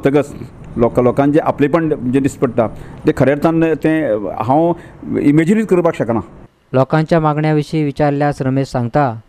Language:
Konkani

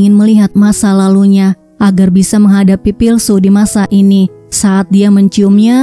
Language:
Indonesian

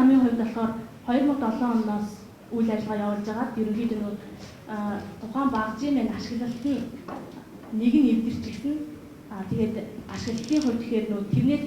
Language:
Mongolian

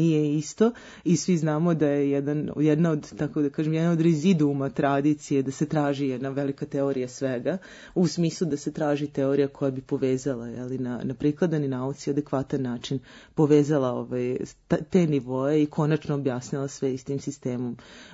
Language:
Serbian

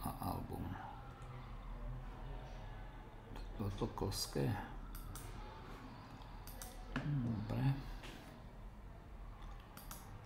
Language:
Slovak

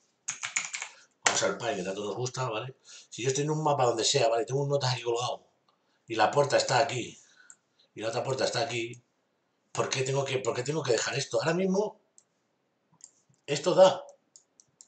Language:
Spanish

